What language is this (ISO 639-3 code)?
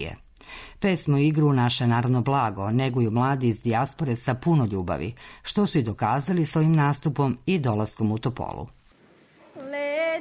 srp